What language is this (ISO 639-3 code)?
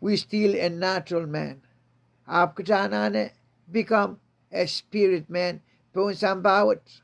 pon